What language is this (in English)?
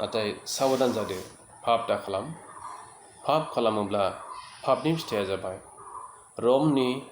Bodo